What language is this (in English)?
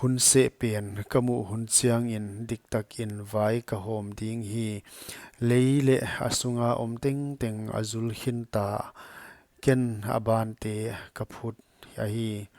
Paite Chin